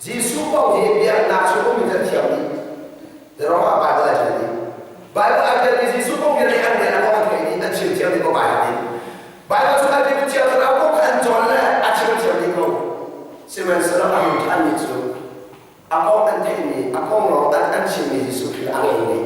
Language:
Hakha Chin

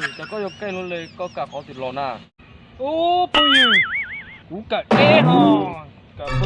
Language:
Hmong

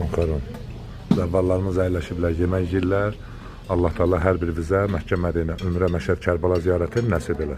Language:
Azerbaijani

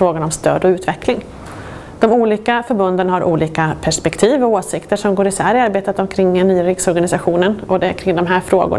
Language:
Swedish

